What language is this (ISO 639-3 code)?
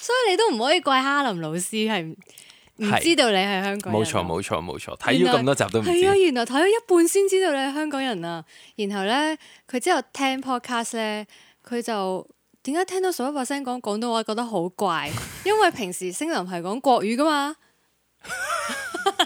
yue